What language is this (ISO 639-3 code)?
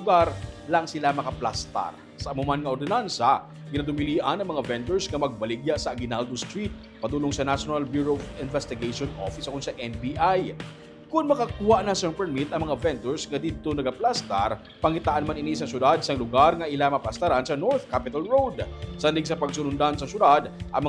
hil